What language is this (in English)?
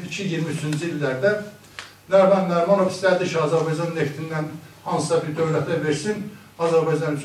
South Azerbaijani